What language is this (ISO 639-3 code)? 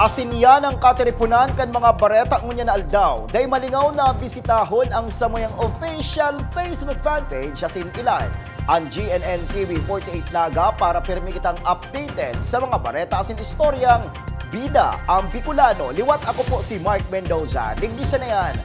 bik